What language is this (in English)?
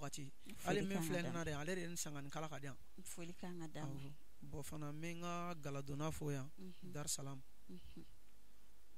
Bambara